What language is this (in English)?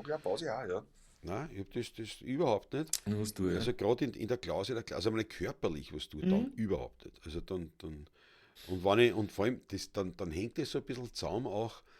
Bavarian